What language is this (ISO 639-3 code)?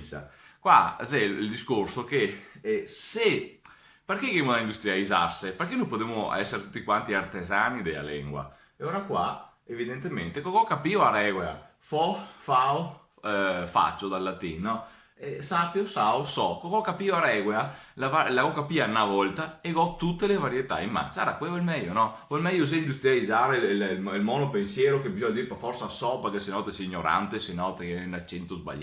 vec